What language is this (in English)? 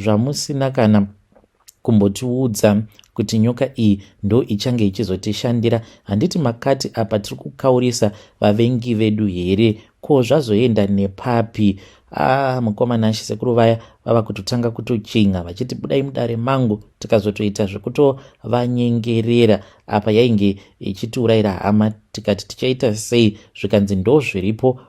Shona